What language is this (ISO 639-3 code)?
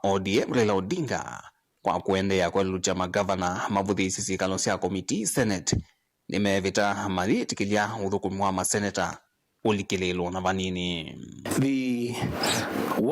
kam